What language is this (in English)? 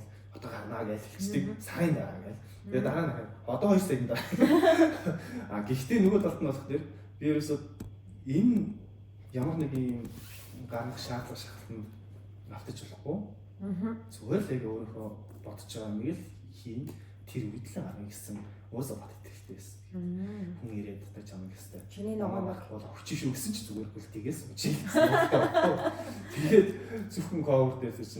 Mongolian